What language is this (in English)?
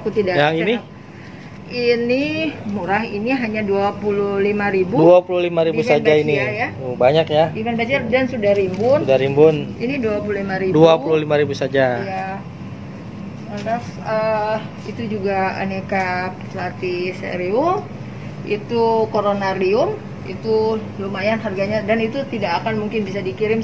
Indonesian